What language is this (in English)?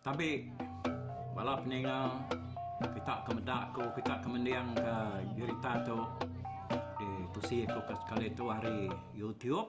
Iban